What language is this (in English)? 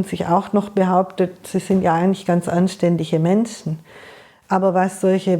Swiss German